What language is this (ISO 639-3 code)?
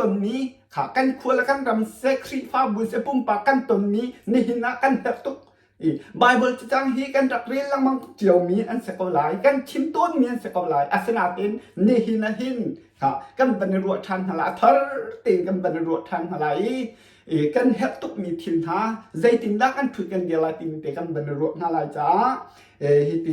cnh